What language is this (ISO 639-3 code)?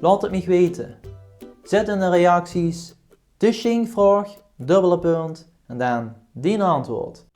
lim